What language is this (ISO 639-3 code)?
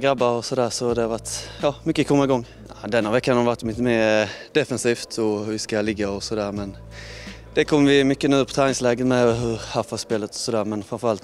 swe